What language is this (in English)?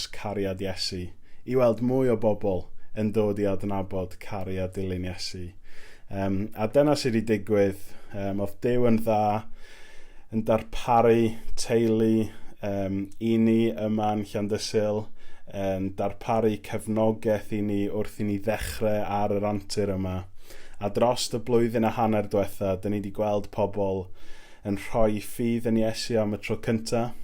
Welsh